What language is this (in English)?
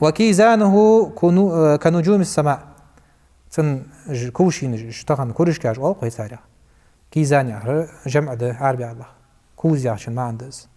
Ingush